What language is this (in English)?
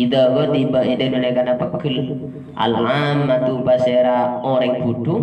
Madurese